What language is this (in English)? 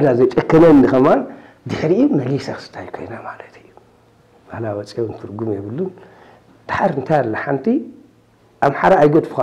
Tigrinya